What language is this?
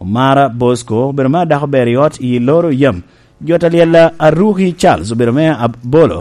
Lango (Uganda)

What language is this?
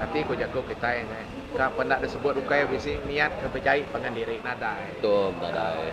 Iban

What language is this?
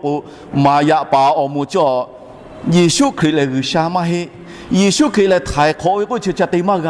Lahu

